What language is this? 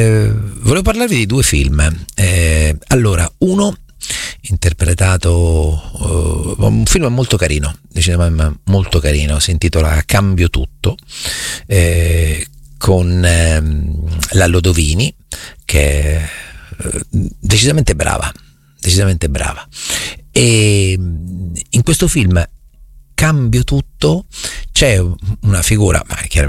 Italian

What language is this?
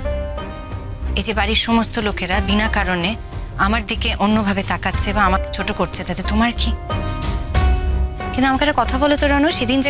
Bangla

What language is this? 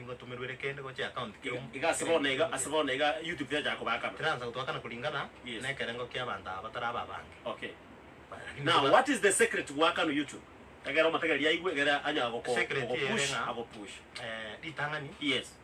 Gusii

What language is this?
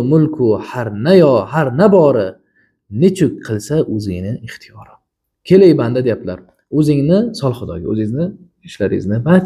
Uzbek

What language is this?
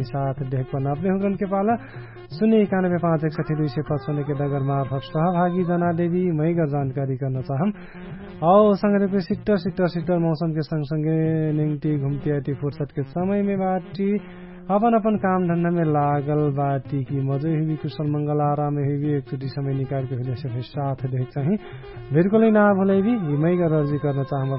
Dangaura Tharu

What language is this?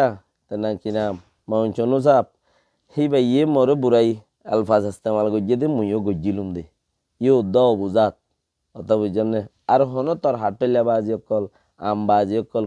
Rohingya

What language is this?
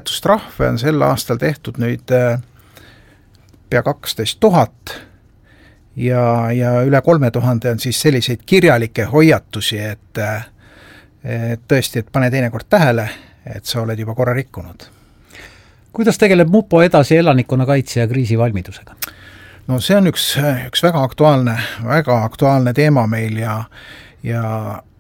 Estonian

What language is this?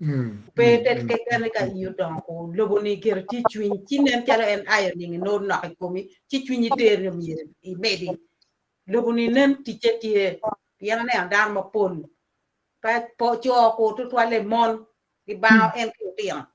Acoli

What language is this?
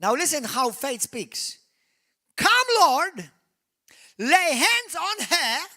English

